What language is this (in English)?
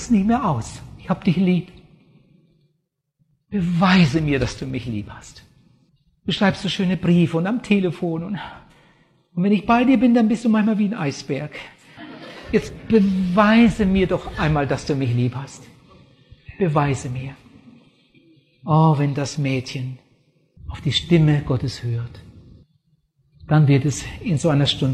German